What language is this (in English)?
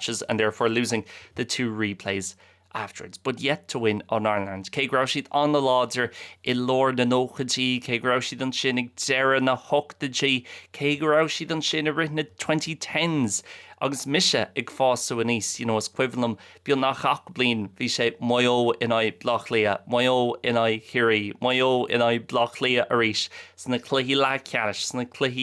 Irish